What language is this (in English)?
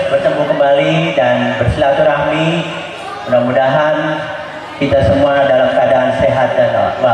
Indonesian